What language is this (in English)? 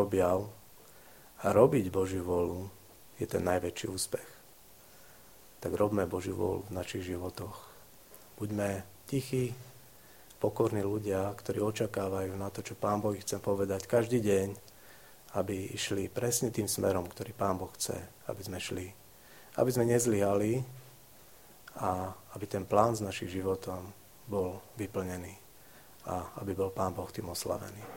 Slovak